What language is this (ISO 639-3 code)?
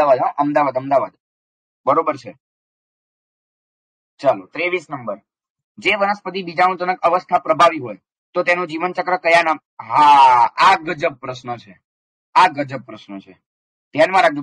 guj